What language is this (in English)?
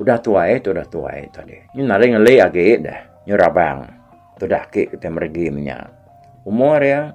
Iban